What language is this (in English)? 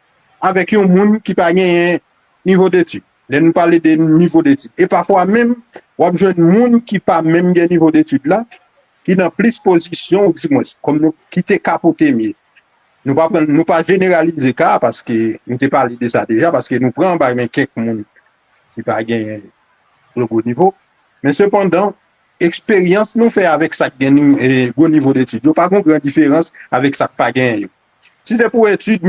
Haitian Creole